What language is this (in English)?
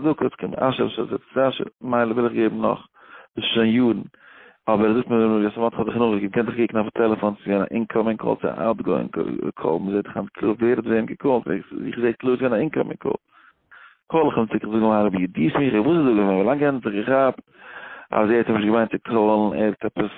Yiddish